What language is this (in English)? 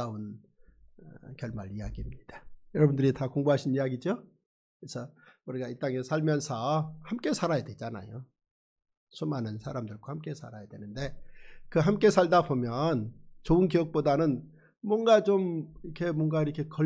Korean